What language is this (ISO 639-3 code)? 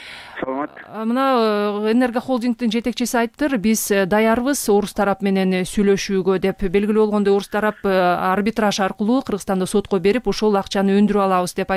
kir